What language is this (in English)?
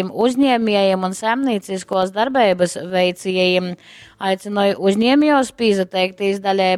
Latgalian